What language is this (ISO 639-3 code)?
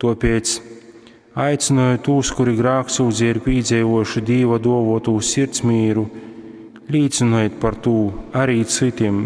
ltg